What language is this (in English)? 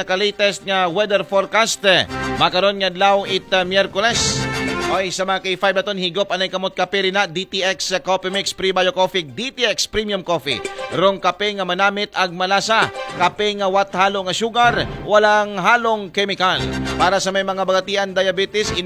Aklanon